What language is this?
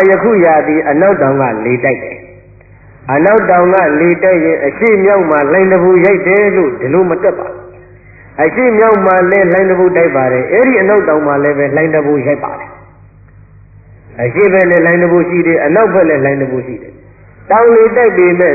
Burmese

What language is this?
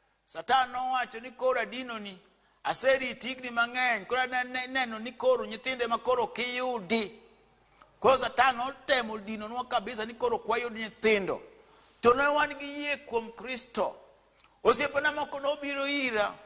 Luo (Kenya and Tanzania)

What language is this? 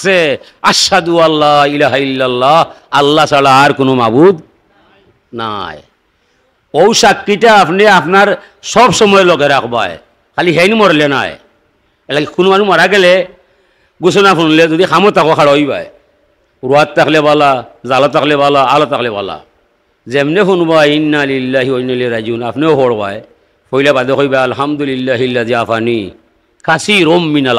Sylheti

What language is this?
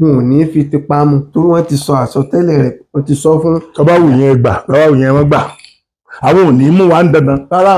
Yoruba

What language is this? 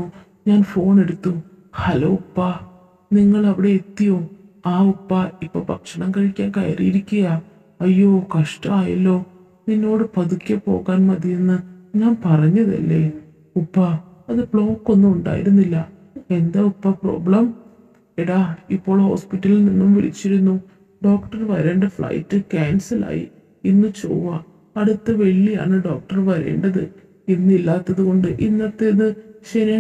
Malayalam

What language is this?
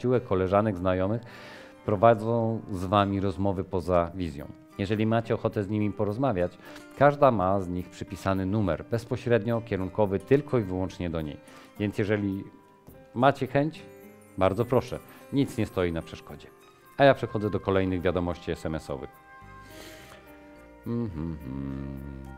Polish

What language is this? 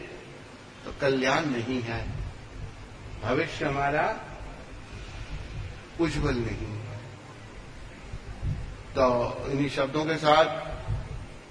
Hindi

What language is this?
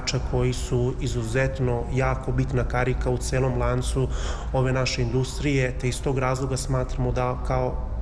Serbian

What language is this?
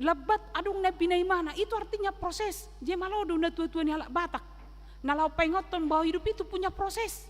Batak Toba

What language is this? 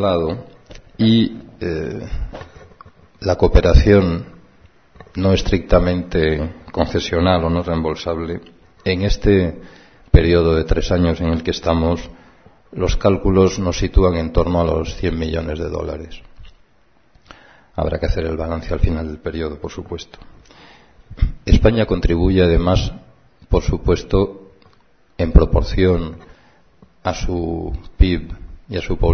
Spanish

